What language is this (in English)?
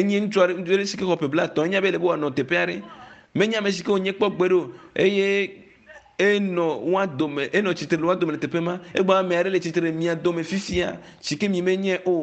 Ewe